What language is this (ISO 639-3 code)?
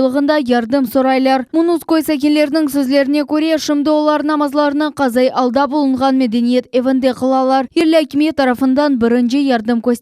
crh